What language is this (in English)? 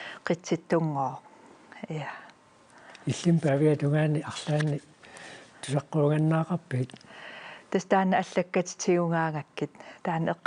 Kalaallisut